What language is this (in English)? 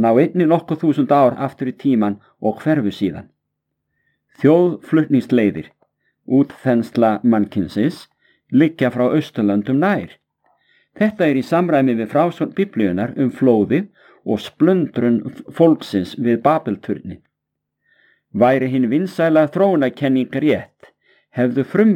Icelandic